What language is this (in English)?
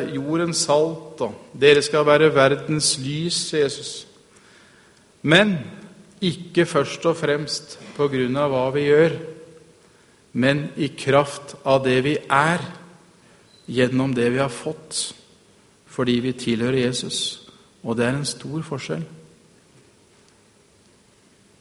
Norwegian